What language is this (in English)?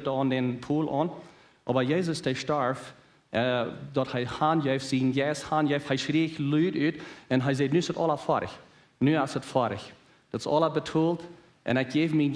Plautdietsch